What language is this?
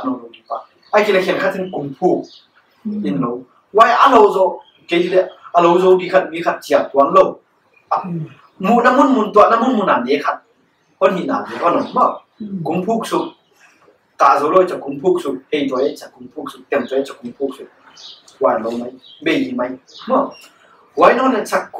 Paite Chin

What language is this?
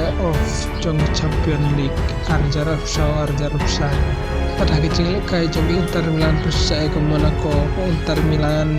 Khasi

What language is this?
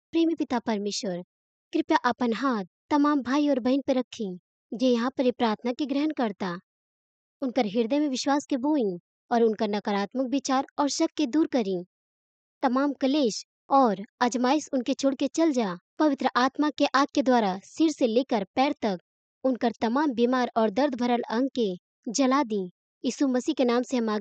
Bhojpuri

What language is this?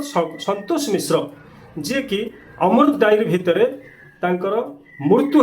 Odia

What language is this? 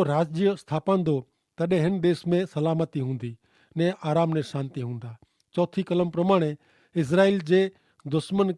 Kachhi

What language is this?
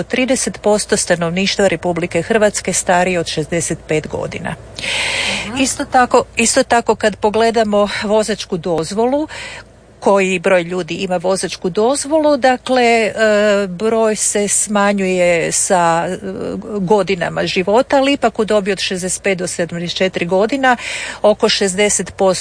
Croatian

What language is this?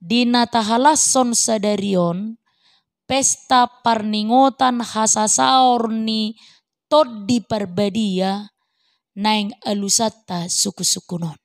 Batak Toba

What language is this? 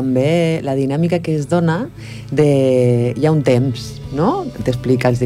Catalan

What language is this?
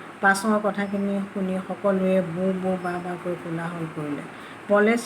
Assamese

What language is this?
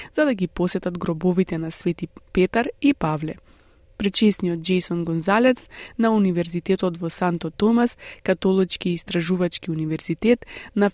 Macedonian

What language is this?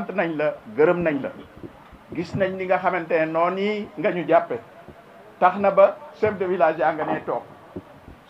Wolof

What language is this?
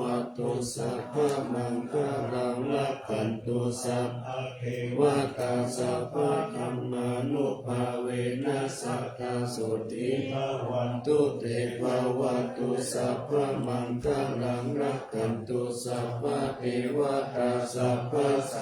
Pali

